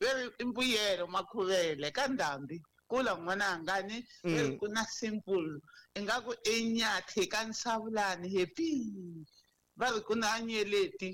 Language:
Tsonga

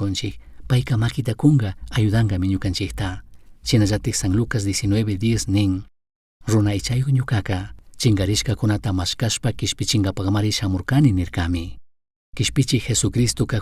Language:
Chimborazo Highland Quichua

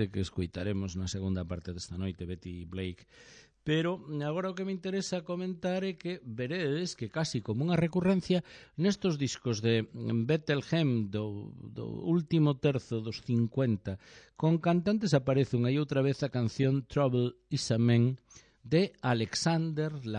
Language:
Galician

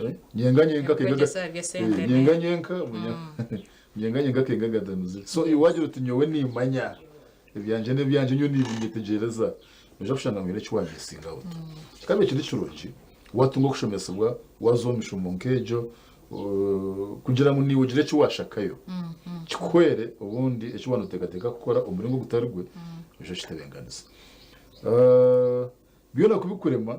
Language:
Nyankole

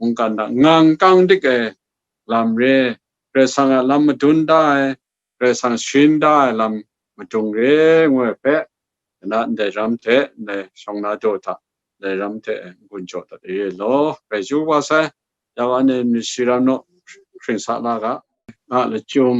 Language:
Kachin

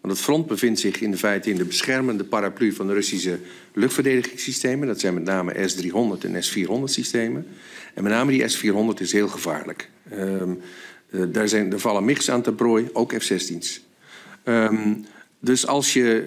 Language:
Dutch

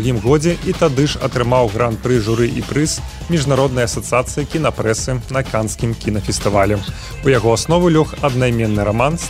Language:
Belarusian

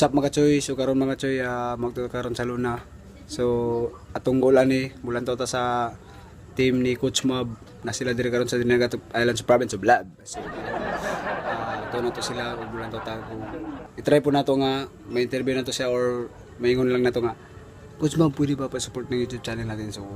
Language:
Cebuano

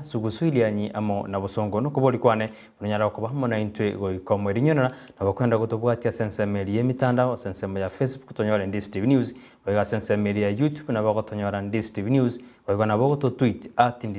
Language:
Gusii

